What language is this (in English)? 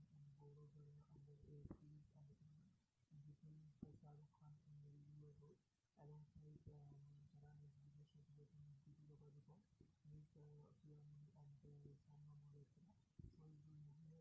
Hindi